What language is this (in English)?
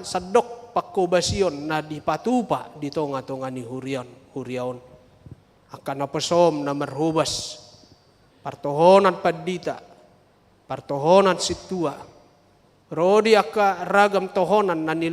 Batak Toba